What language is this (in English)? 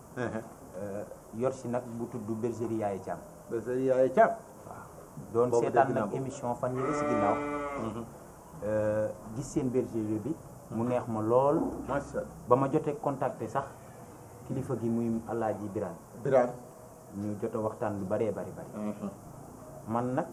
Wolof